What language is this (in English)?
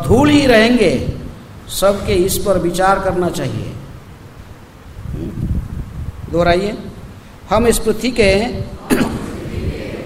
Hindi